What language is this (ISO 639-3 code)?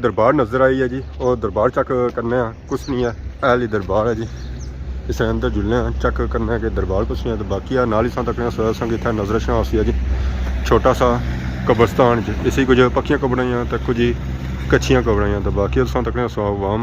phr